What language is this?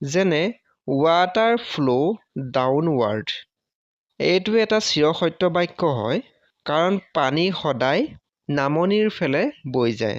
Assamese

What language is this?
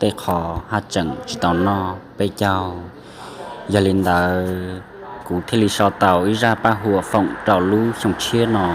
Hmong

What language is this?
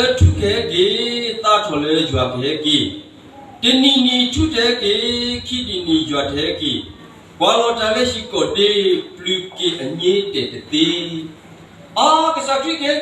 S'gaw Karen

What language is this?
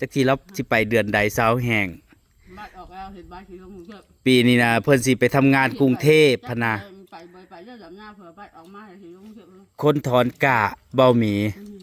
Northeastern Thai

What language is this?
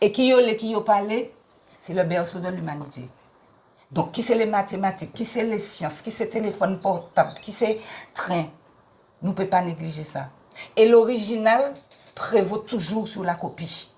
Guadeloupean Creole French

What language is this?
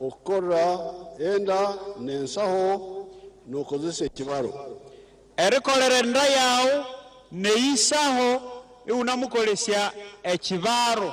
Nyankole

